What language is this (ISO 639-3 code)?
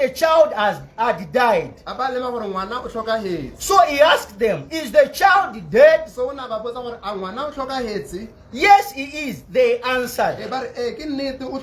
tsn